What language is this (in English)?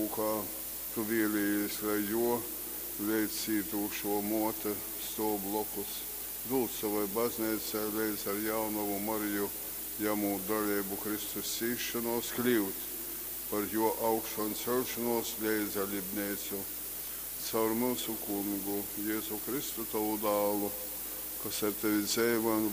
Latgalian